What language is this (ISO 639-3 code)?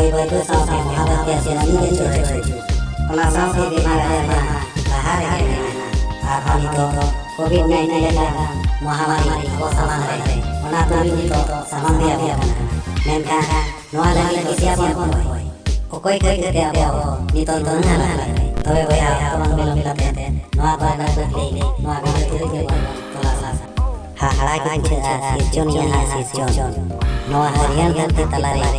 sat